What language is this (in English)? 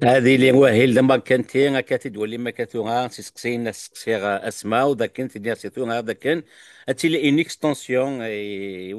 Kabyle